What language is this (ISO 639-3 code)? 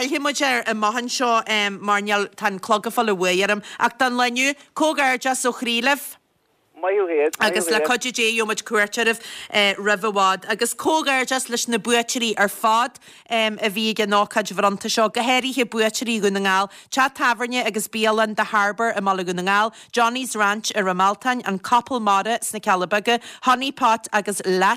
gle